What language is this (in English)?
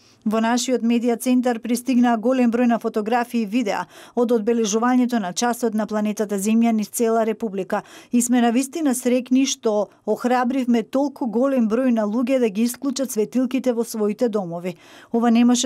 Macedonian